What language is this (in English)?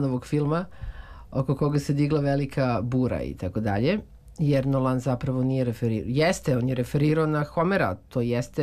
Serbian